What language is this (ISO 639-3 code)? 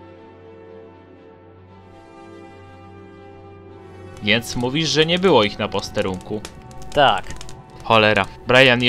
pol